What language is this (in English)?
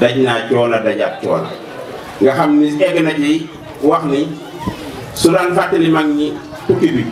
Wolof